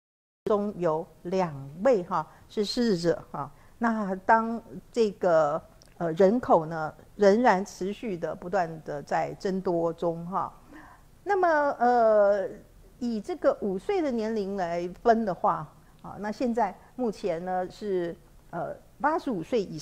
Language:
Chinese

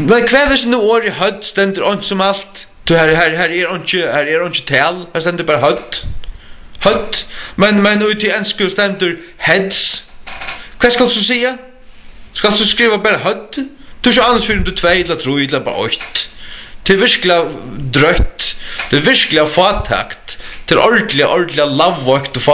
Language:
Faroese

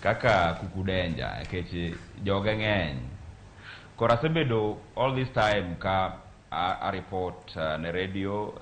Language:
Luo (Kenya and Tanzania)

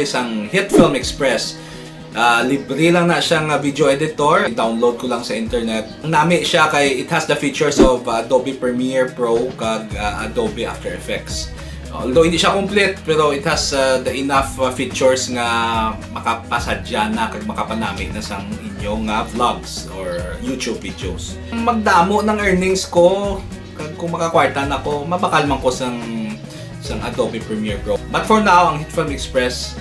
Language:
Hiligaynon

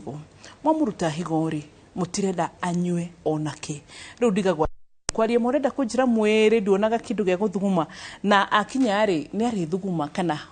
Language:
Kikuyu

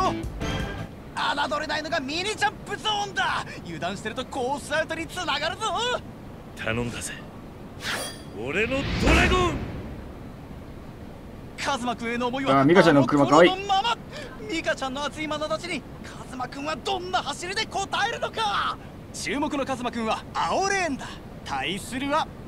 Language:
Japanese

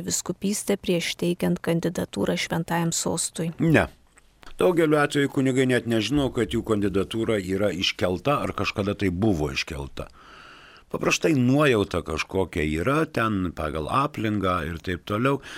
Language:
Lithuanian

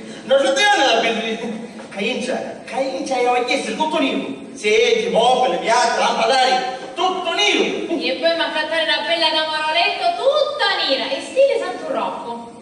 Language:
Sicilian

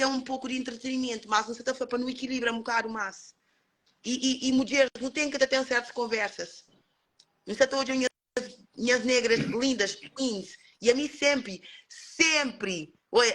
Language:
Kabuverdianu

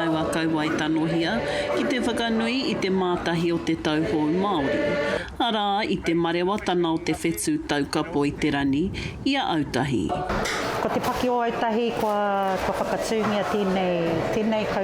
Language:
Māori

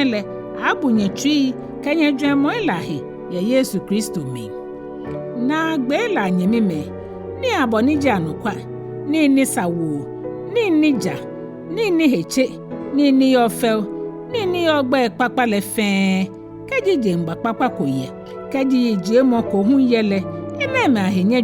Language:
Ga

